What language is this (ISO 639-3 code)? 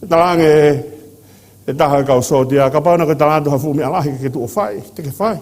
ton